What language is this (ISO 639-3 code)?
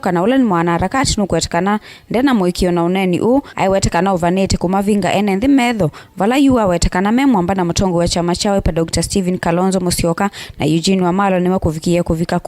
kam